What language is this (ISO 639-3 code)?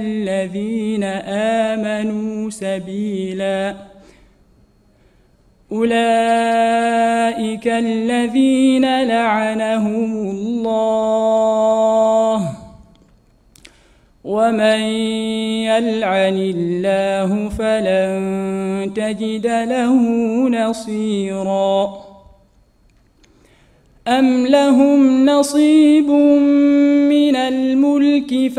ara